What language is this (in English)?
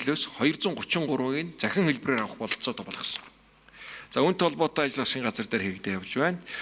Mongolian